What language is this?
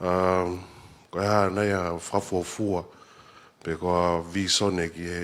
Tongan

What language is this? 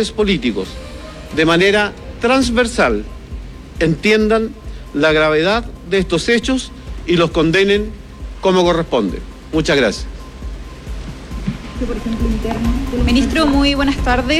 Spanish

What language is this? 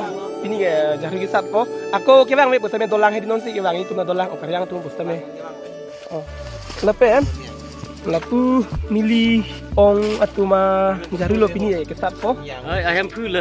Karbi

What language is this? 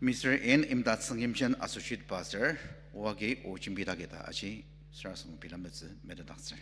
Ao Naga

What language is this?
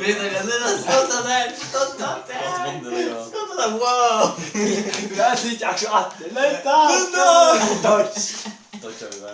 Faroese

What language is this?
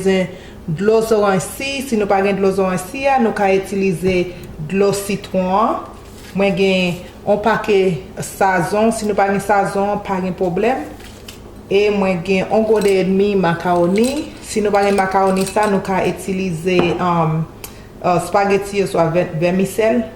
Haitian Creole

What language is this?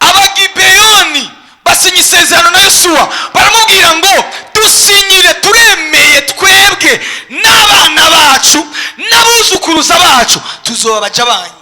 Rundi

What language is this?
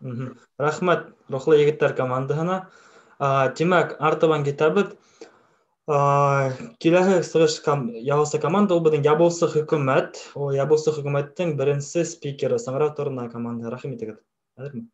Bashkir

